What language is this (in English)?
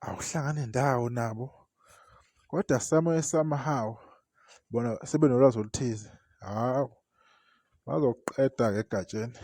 Zulu